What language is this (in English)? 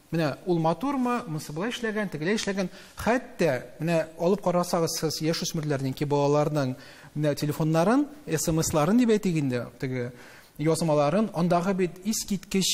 Tatar